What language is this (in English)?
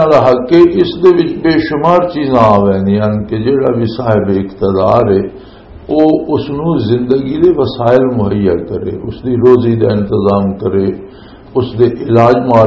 Western Panjabi